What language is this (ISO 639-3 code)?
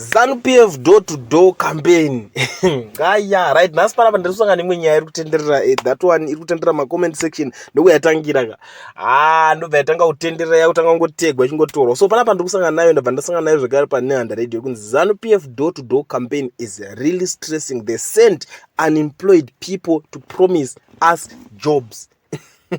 sna